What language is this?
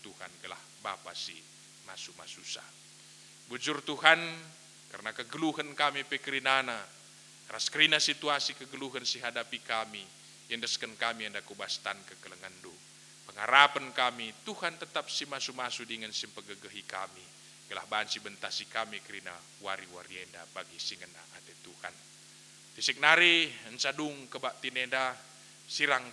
Batak Karo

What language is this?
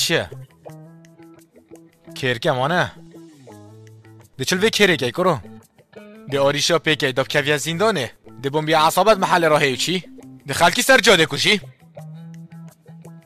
Persian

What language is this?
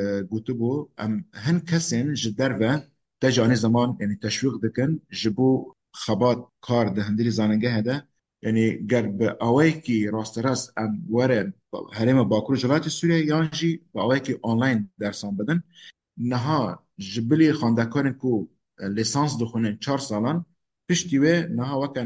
Kurdish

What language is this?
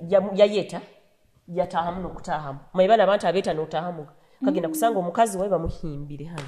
Nyoro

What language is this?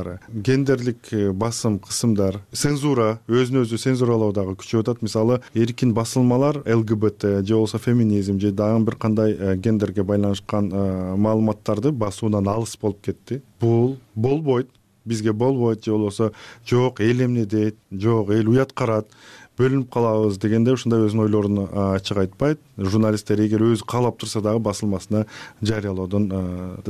Kyrgyz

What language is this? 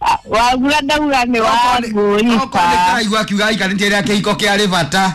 Kikuyu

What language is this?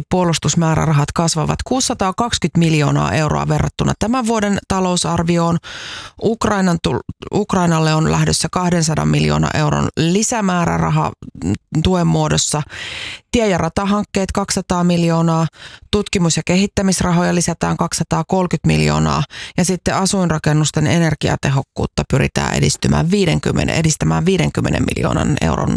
Finnish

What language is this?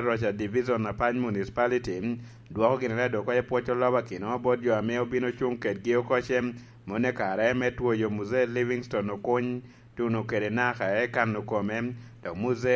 Lango (Uganda)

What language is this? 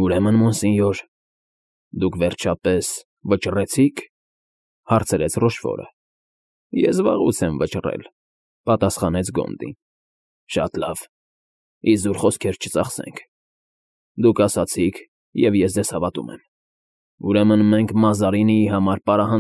Armenian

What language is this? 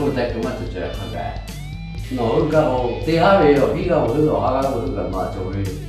Lahu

